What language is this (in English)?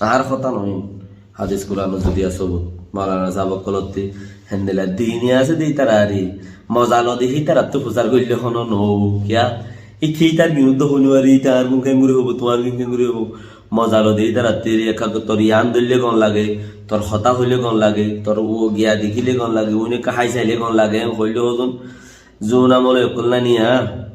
Rohingya